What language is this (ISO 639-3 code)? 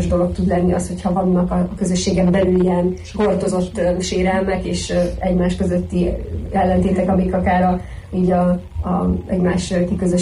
hun